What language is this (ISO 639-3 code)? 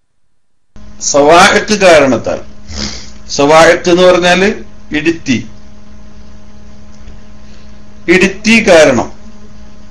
mal